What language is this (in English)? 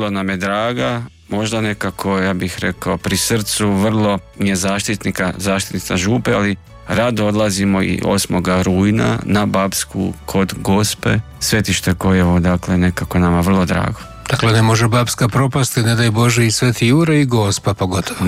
Croatian